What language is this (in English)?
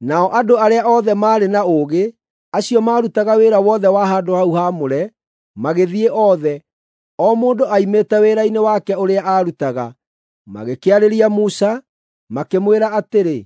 Kikuyu